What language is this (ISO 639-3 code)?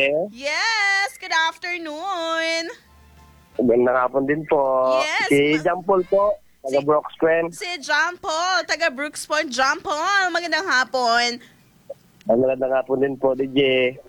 fil